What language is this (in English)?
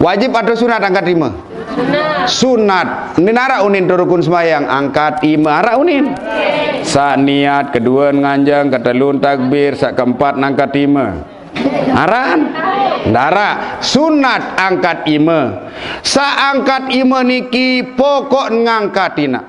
Sasak